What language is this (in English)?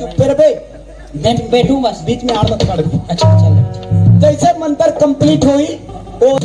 Chhattisgarhi